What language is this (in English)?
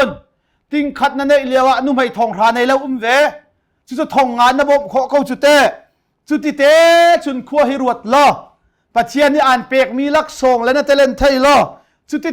Hakha Chin